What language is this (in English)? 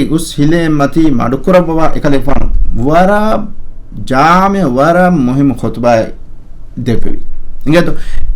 Divehi